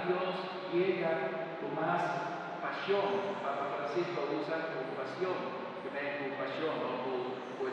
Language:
Papiamento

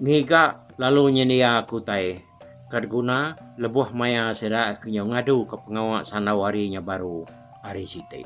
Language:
Iban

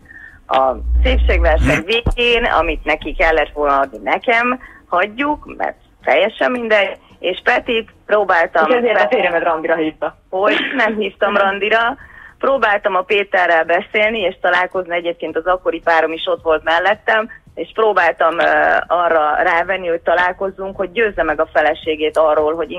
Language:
Hungarian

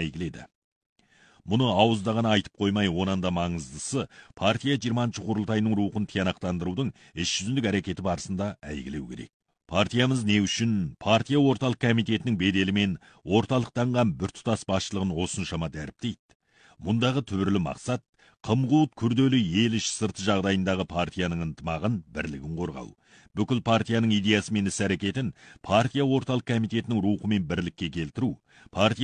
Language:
Kazakh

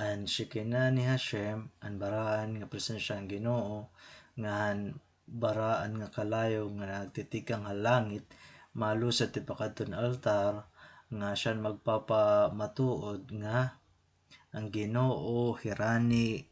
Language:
Waray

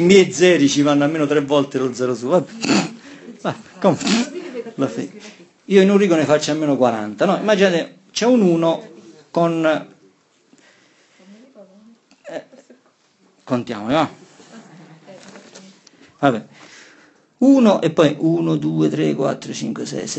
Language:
Italian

